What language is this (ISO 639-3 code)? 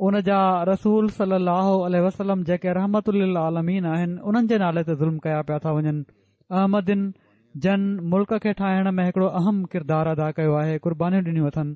snd